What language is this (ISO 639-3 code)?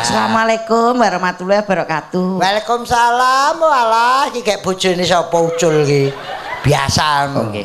jav